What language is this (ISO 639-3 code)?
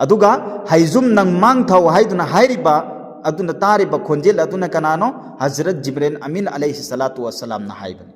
mni